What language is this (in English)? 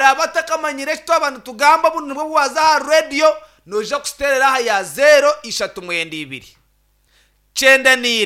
Nyankole